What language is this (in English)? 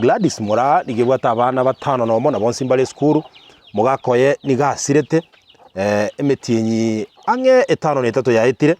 Gusii